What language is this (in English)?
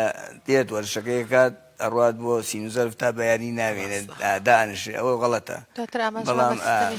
Central Kurdish